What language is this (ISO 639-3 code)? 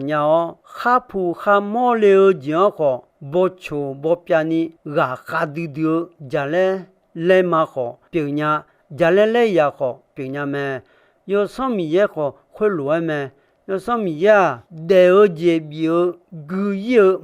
ahk